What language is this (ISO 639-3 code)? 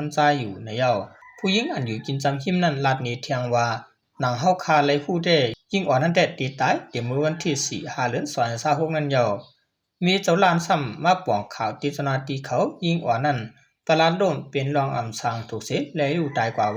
shn